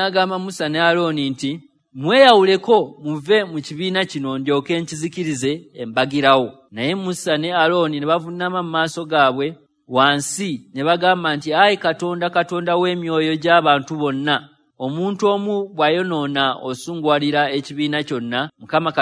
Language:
Ganda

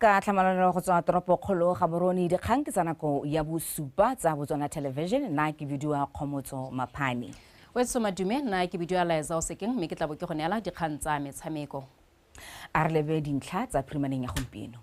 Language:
Tswana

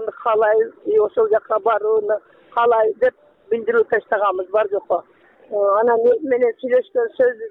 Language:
Kyrgyz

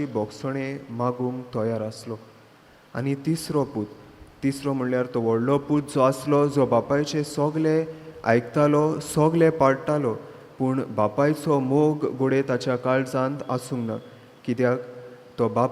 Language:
Konkani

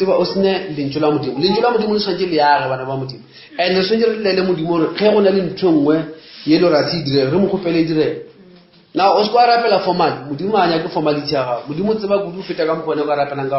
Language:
Northern Sotho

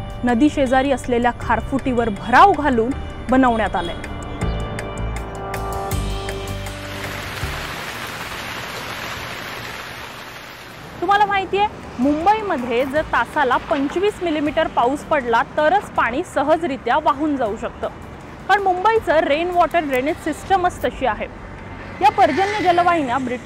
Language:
Marathi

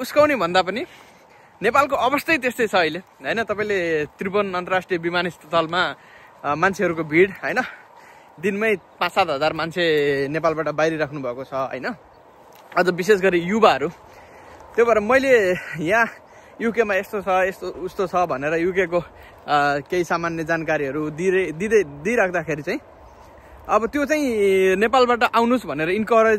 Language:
Nepali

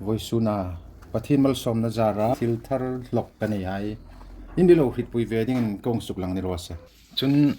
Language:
Hmar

